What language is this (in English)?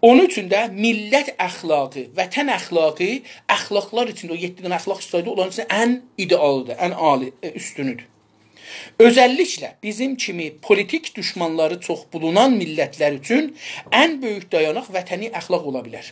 South Azerbaijani